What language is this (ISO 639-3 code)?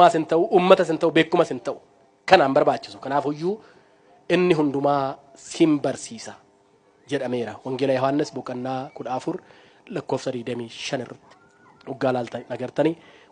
orm